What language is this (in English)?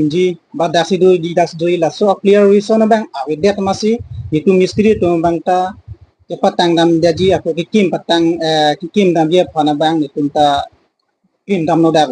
Karbi